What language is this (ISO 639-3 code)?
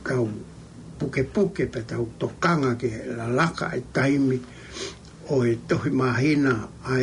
ton